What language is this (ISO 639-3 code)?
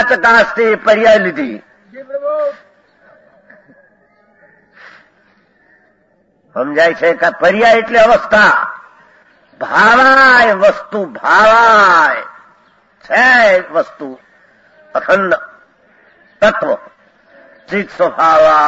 guj